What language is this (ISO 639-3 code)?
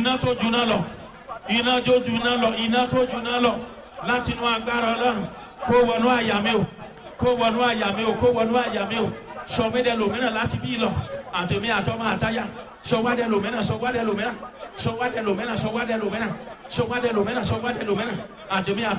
yor